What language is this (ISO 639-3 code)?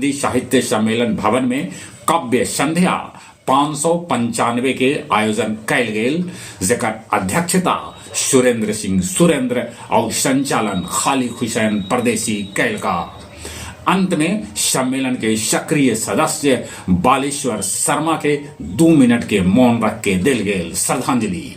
mag